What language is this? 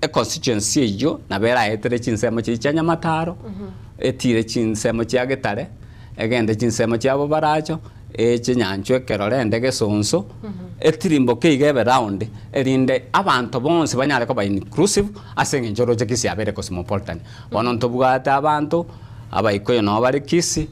Gusii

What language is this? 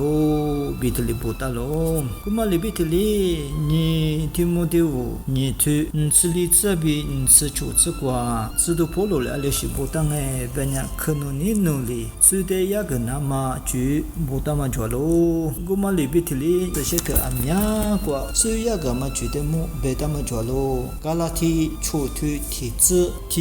Lisu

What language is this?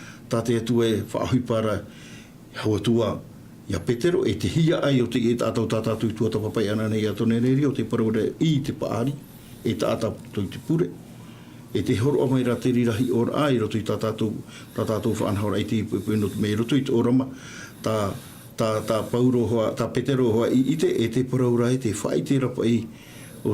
Tahitian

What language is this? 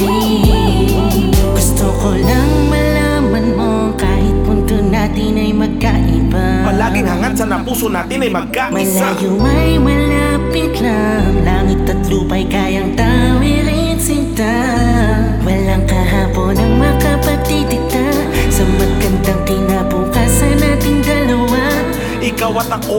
Filipino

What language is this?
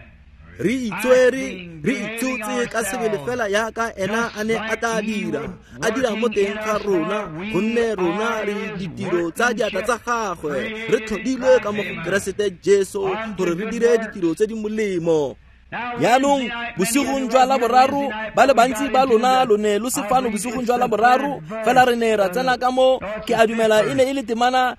Tswana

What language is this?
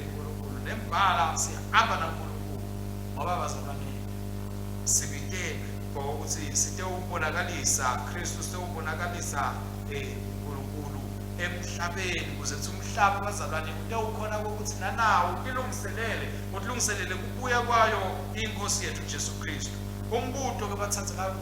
Swati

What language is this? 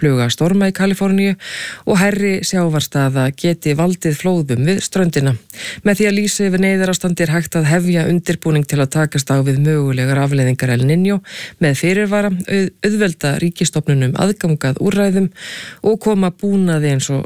Icelandic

